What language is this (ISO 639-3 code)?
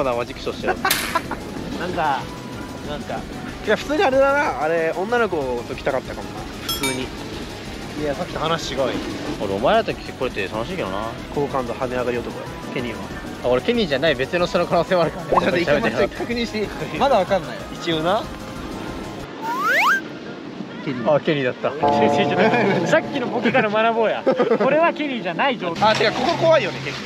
jpn